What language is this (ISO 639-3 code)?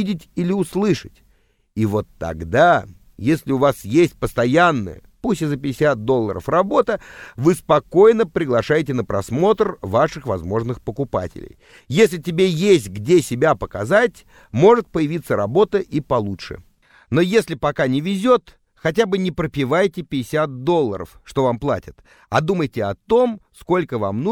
rus